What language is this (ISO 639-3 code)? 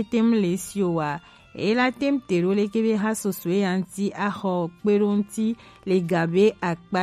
gej